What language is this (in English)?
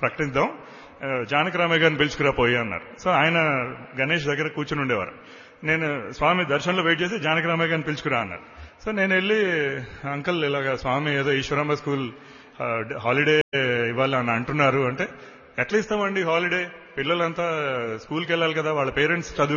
Telugu